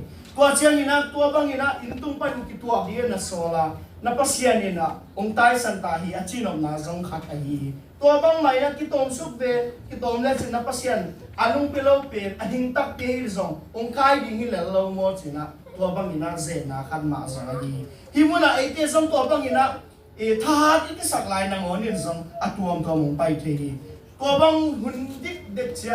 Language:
Tedim Chin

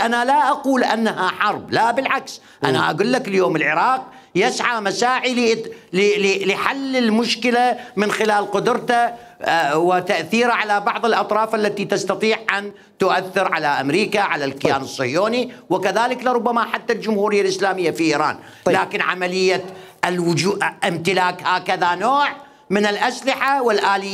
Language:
Mesopotamian Arabic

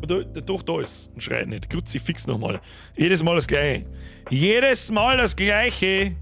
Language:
Bavarian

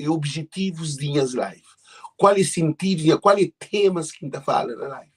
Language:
Kabuverdianu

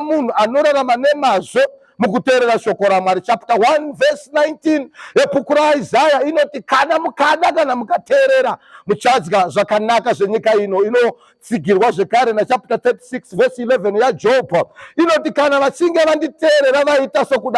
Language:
Shona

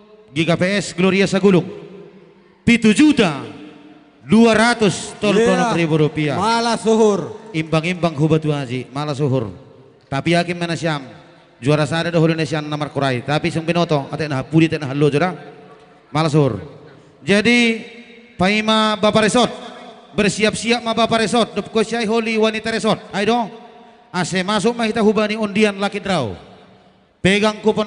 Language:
Batak Simalungun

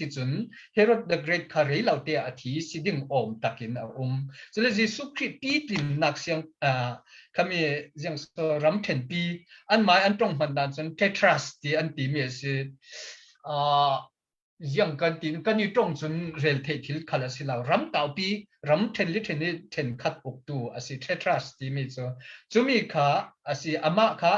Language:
Falam Chin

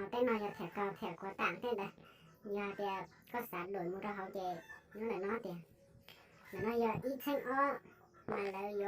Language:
Hmong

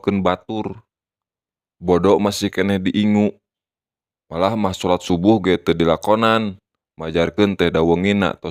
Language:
Sundanese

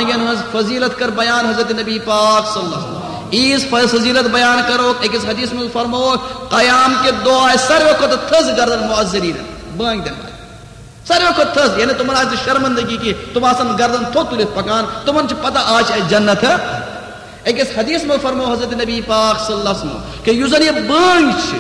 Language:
Kashmiri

